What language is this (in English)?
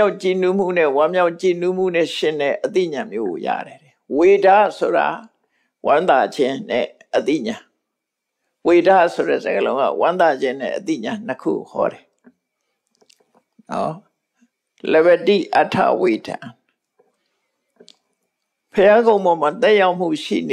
Burmese